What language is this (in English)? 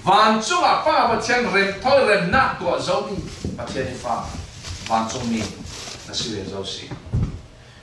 Falam Chin